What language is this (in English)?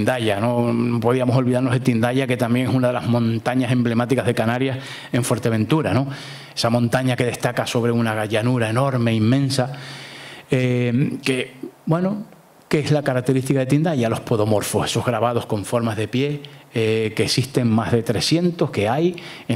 Spanish